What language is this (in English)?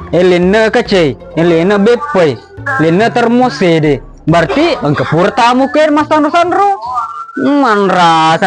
Buginese